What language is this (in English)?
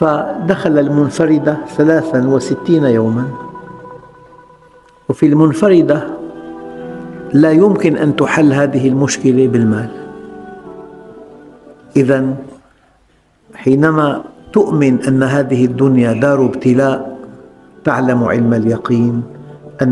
Arabic